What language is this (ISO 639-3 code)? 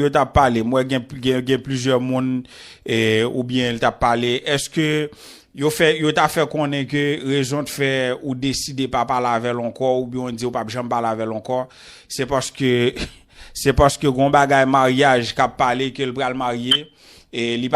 hat